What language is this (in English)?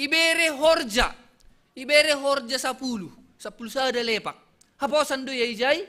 Batak Simalungun